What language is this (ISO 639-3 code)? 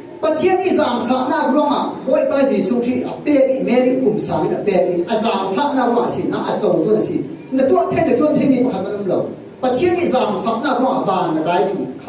cfm